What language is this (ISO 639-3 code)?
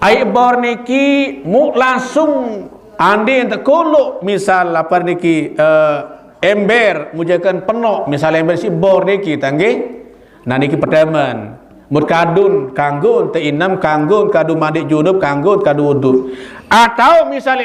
sas